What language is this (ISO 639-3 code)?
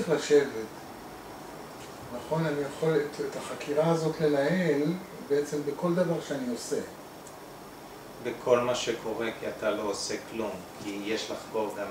heb